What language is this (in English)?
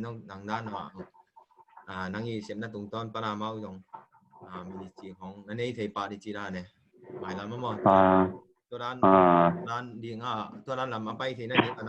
Tedim Chin